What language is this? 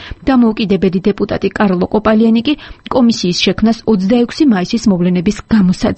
Georgian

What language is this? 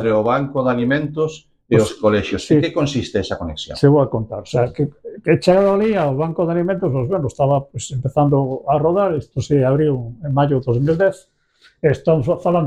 Galician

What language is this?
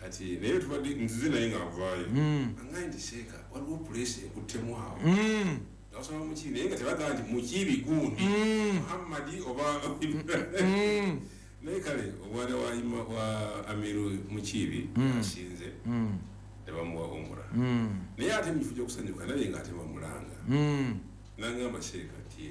Ganda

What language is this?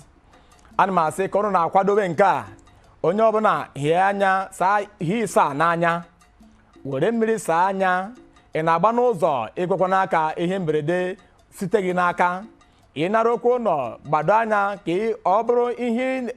Igbo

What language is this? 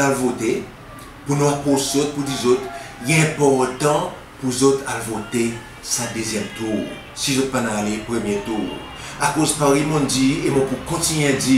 Seselwa Creole French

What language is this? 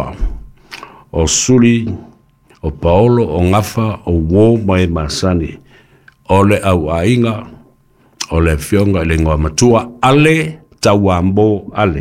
Samoan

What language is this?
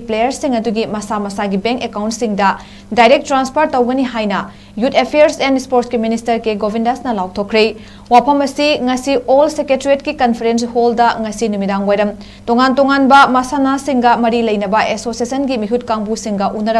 Manipuri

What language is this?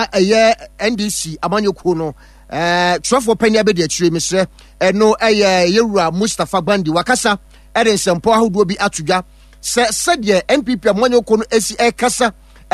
Akan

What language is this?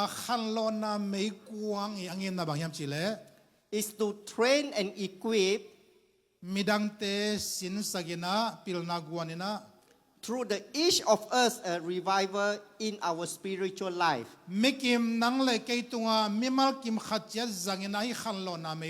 Tedim Chin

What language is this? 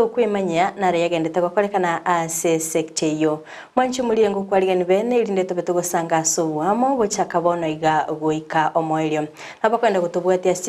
Gusii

